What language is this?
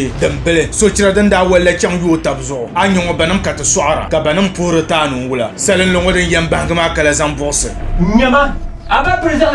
Dagbani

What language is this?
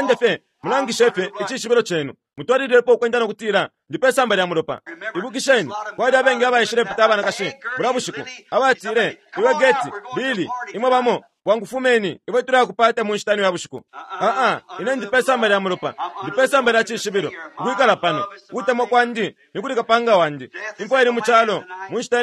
Bemba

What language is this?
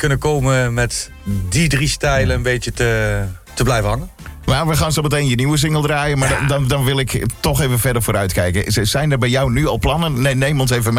Dutch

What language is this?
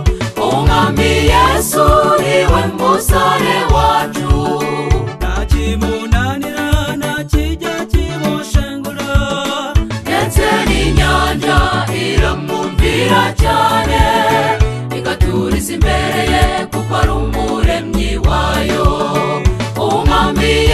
Kinyarwanda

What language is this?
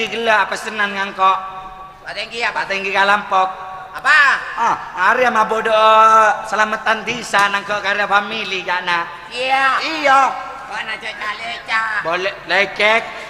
Madurese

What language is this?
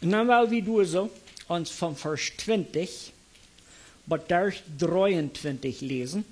Plautdietsch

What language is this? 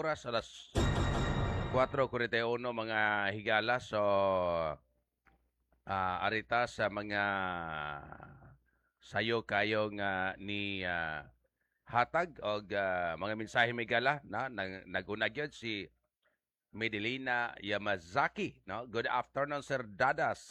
Cebuano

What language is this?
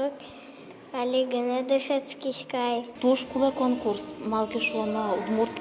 Udmurt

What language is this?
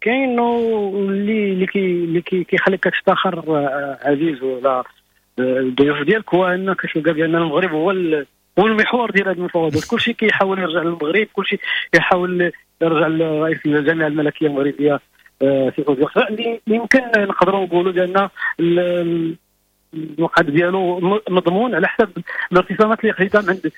Moroccan Arabic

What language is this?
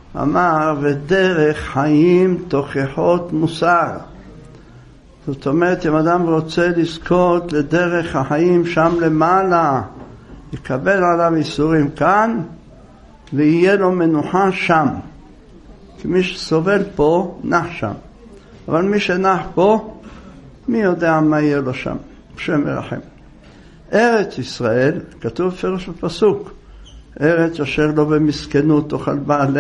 Hebrew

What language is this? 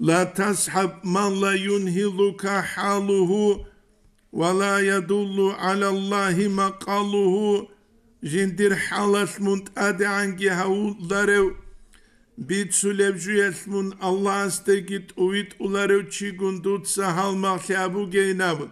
Avaric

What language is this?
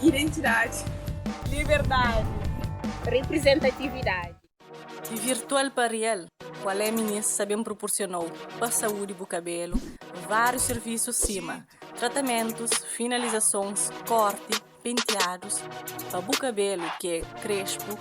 Kabuverdianu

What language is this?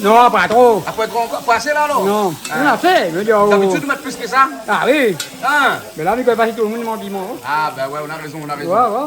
Réunion Creole French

